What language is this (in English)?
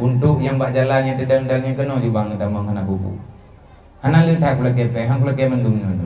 Achinese